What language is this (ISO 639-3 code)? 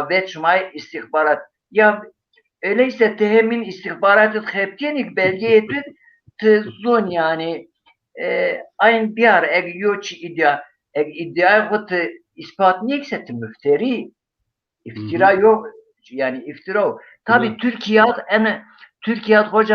zza